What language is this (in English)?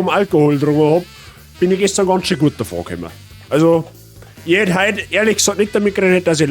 Bavarian